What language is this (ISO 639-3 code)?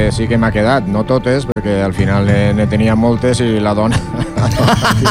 cat